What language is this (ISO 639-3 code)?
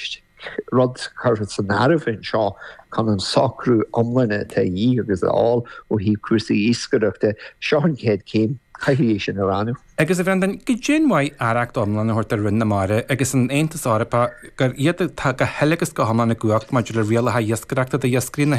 gle